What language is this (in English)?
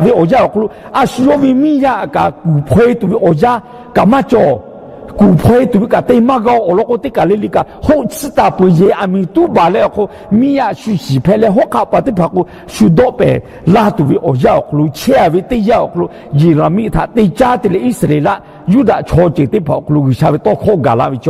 Lahu